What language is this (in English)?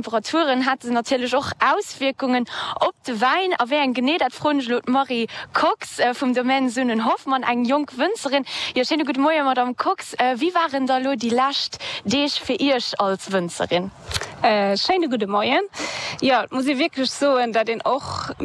Luxembourgish